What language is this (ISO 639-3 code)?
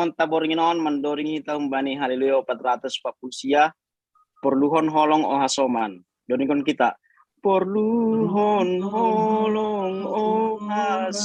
bts